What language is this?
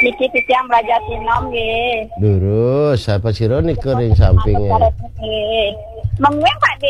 Balinese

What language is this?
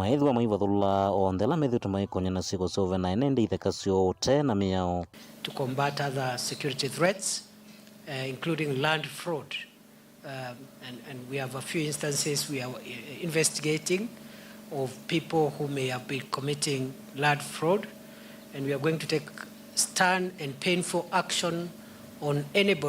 Kamba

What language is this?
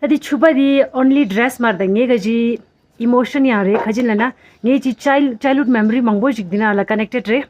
Tibetan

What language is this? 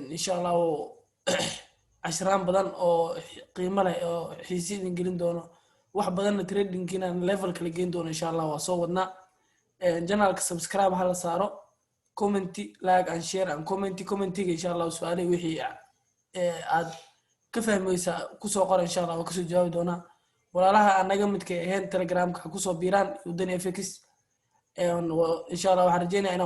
Somali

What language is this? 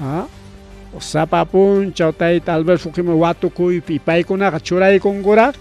Ayacucho Quechua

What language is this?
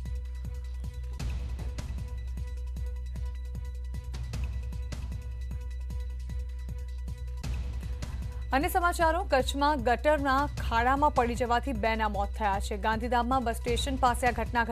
Gujarati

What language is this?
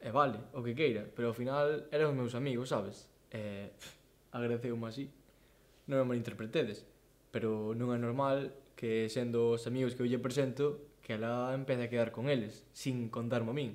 Galician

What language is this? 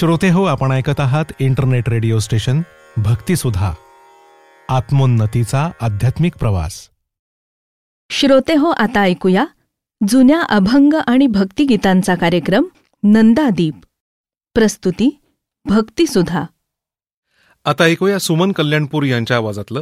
Marathi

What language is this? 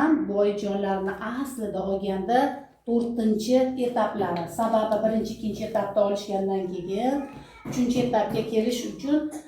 Uzbek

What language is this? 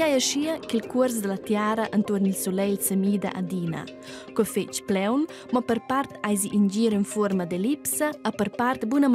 Romansh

